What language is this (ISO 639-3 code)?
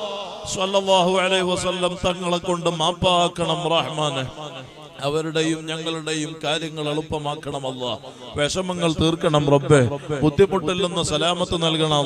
mal